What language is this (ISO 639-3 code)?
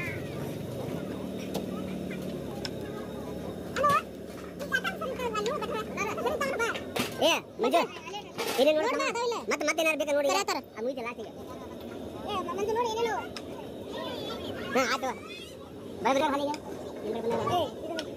kan